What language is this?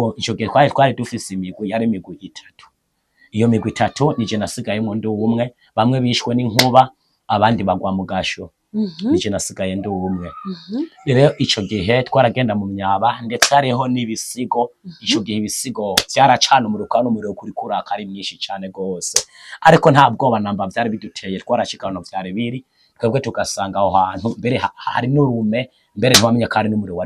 Rundi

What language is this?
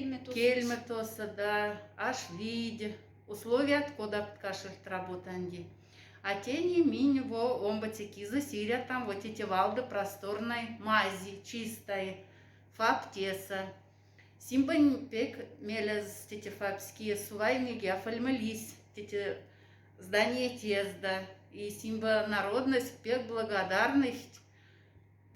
Moksha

